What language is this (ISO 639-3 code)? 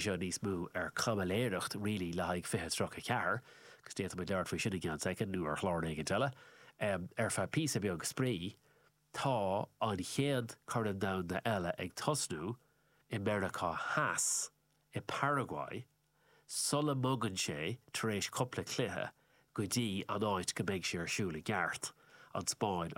gle